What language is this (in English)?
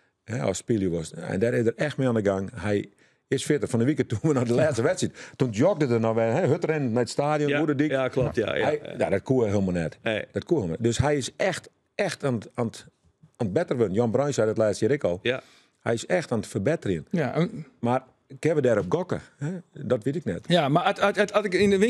Western Frisian